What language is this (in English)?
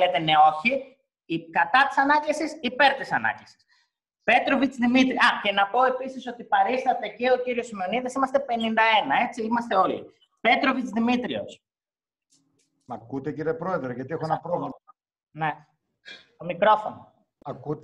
Greek